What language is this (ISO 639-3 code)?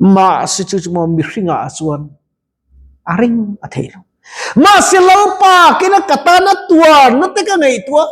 lus